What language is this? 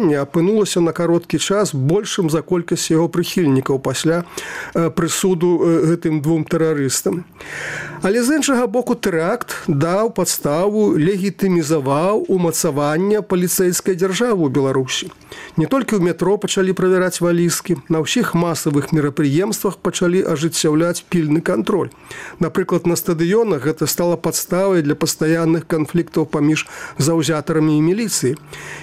Belarusian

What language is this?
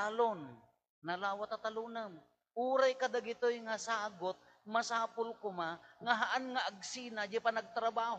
Iloko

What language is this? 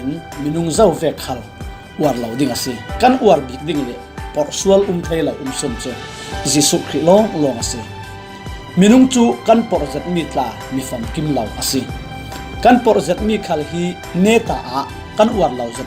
Falam Chin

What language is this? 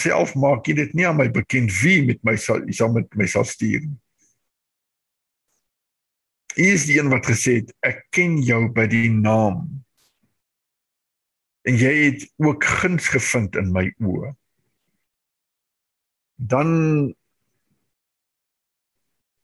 Afrikaans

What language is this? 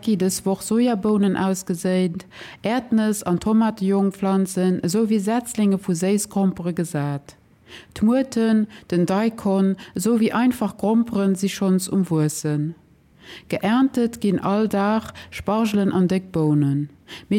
Luxembourgish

